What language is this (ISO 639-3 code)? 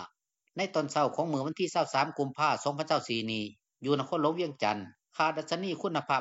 lao